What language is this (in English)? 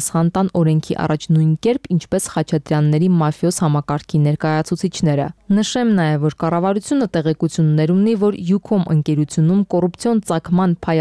Armenian